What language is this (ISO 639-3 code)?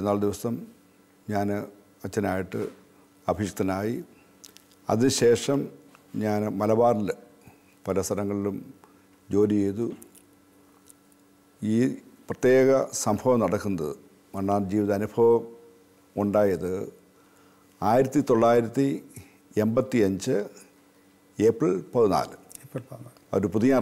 mal